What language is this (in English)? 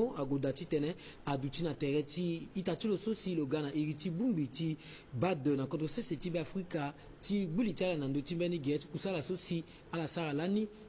Sango